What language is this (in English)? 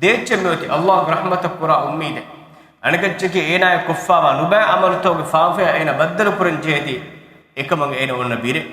Divehi